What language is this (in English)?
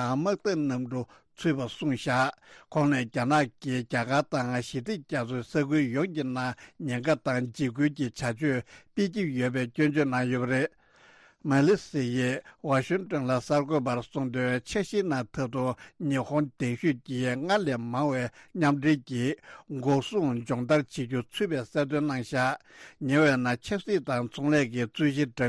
Tibetan